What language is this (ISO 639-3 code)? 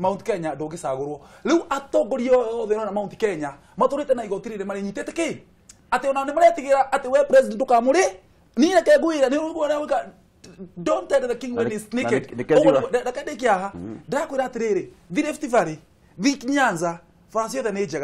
kik